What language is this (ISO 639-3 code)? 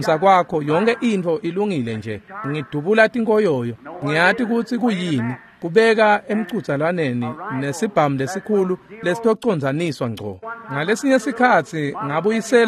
ssw